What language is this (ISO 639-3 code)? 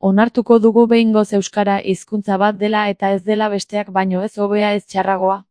eus